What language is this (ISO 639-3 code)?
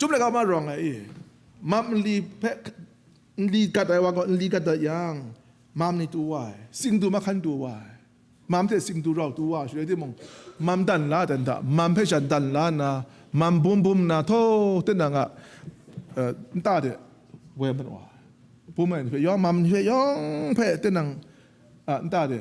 kac